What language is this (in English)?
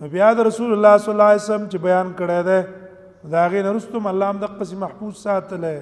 Pashto